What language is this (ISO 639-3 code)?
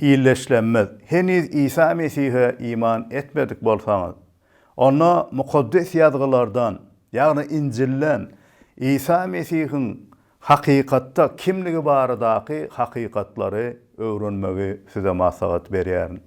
tuk